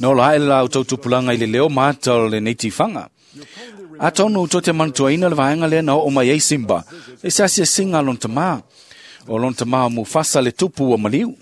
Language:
Samoan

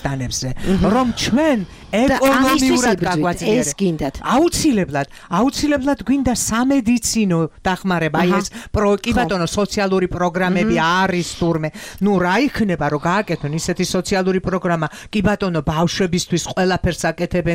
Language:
Georgian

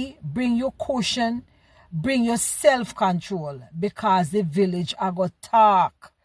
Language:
Jamaican Creole English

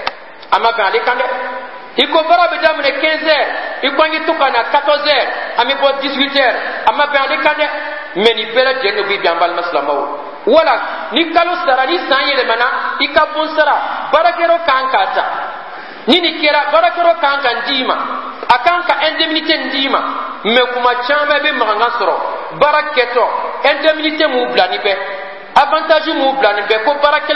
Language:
Bambara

